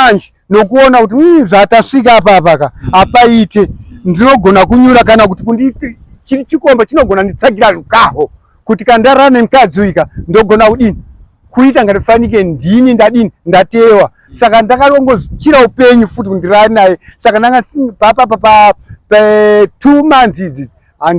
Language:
Shona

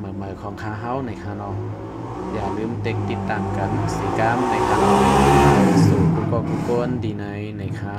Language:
Shan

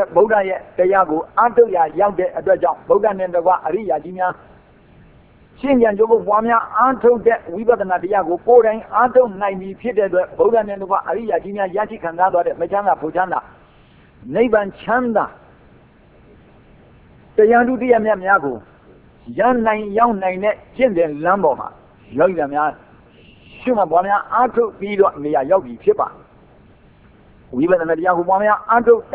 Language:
Burmese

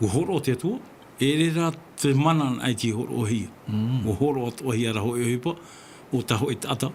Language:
Tahitian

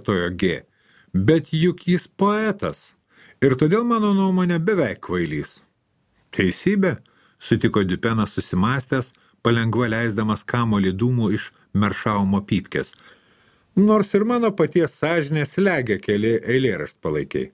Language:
Lithuanian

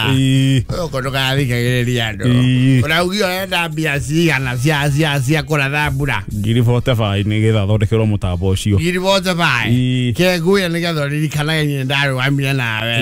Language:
Kikuyu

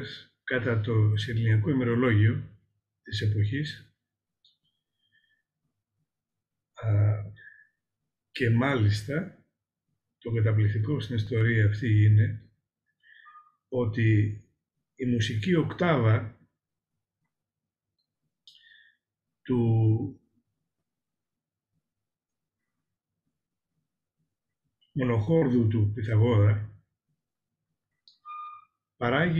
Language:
Greek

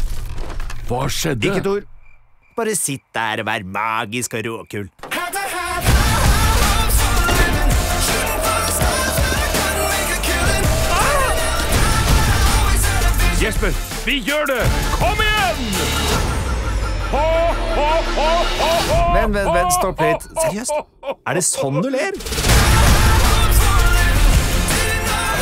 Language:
Norwegian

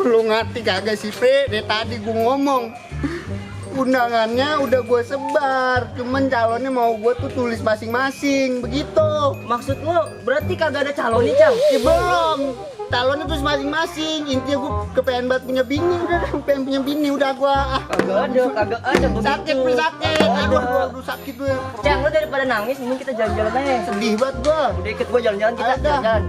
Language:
Betawi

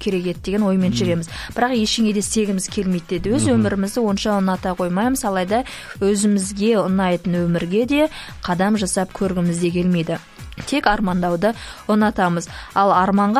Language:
Kazakh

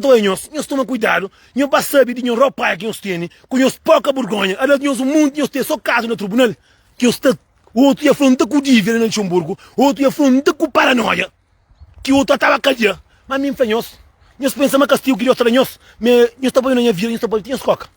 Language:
Kabuverdianu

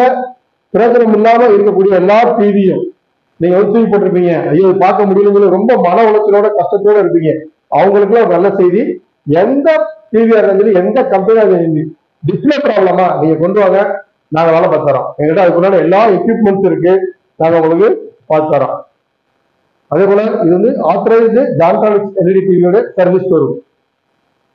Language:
Tamil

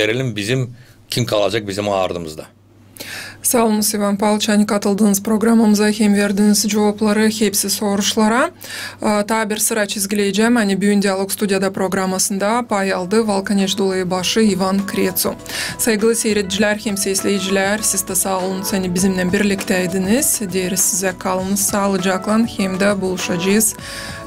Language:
Gagauz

